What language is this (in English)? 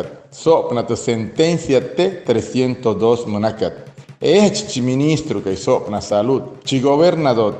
Wayuu